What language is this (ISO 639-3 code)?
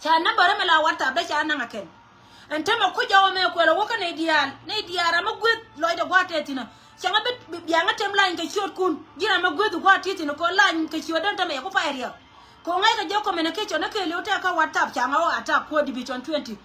nus